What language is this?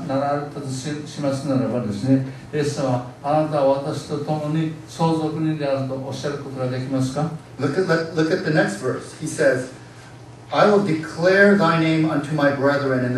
Japanese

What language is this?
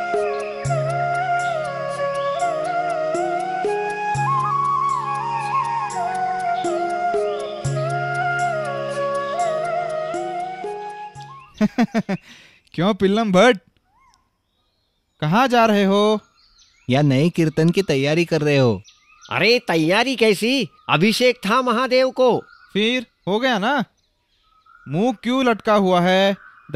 Hindi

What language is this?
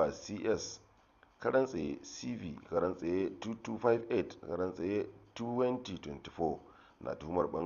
Hausa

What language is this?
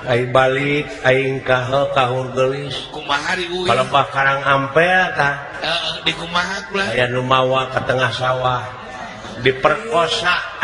Sundanese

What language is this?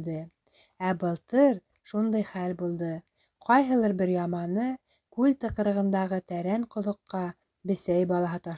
Bashkir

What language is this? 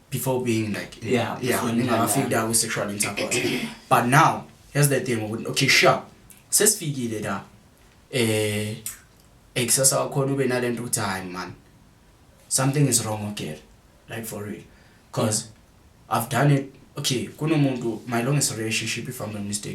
Zulu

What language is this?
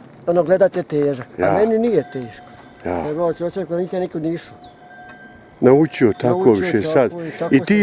Bosnian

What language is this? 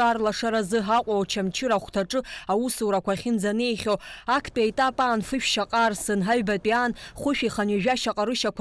Abkhazian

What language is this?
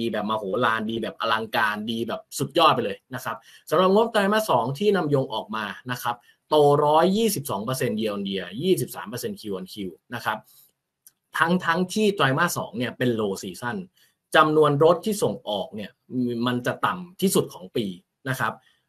Thai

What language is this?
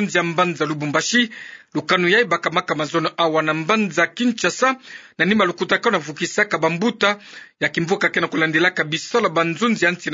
Kituba (Democratic Republic of Congo)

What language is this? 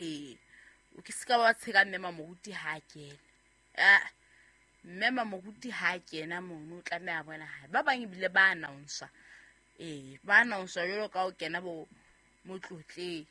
Southern Sotho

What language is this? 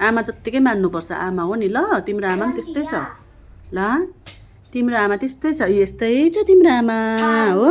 Nepali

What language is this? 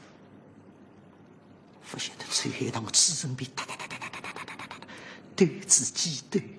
Wu Chinese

